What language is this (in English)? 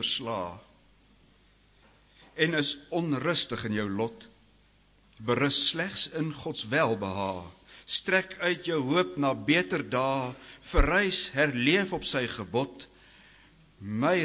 Afrikaans